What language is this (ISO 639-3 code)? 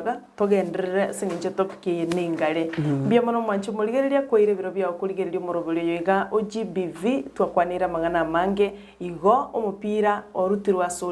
guz